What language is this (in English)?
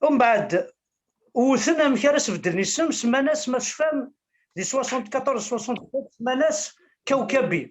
Kabyle